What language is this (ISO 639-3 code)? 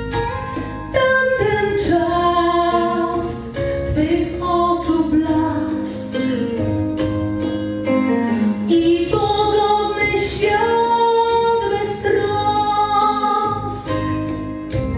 pol